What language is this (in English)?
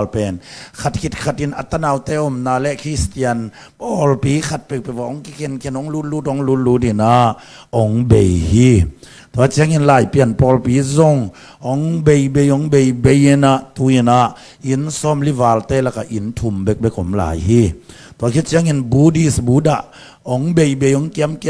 Tedim Chin